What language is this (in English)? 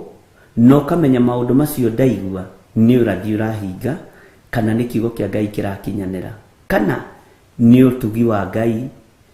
Kikuyu